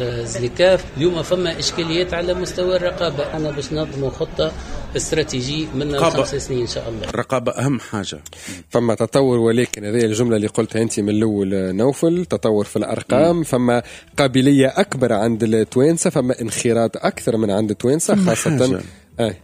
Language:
Tunisian Arabic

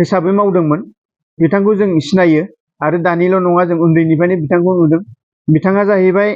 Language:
Bodo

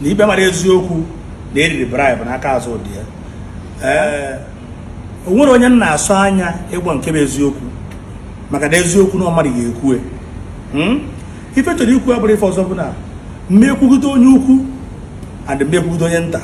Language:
Igbo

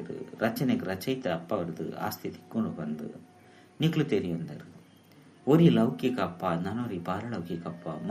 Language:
Tulu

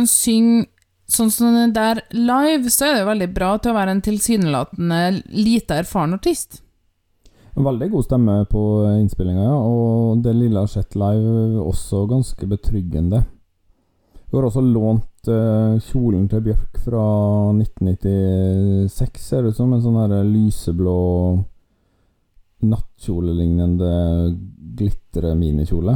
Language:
Norwegian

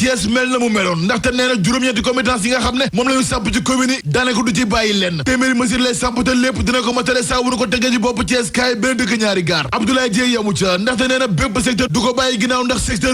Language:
Wolof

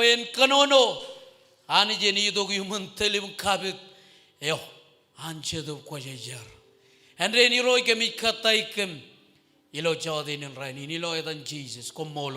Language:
Marshallese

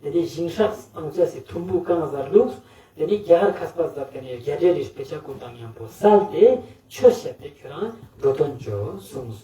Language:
Ladakhi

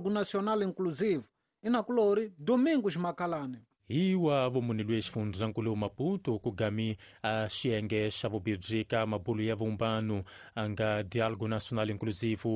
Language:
Tsonga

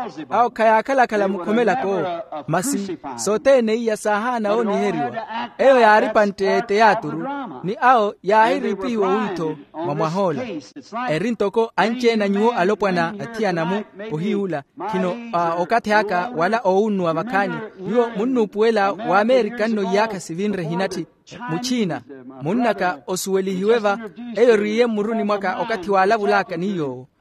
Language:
Makhuwa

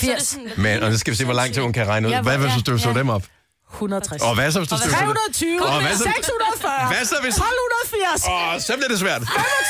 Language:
Danish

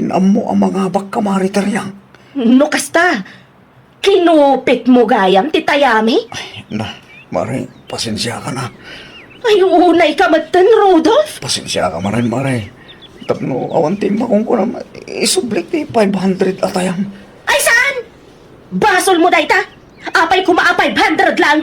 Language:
Iloko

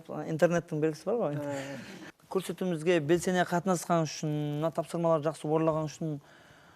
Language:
Kara-Kalpak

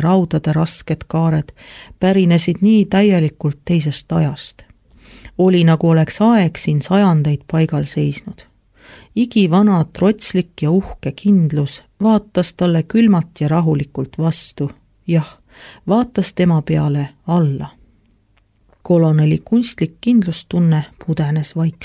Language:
Estonian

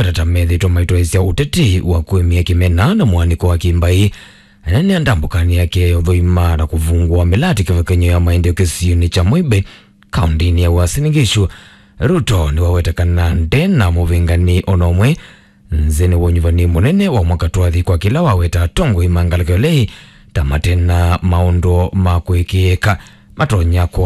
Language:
Kamba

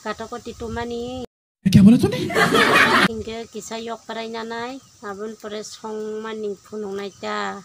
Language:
Kok Borok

